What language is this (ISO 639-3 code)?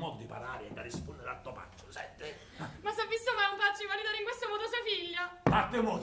scn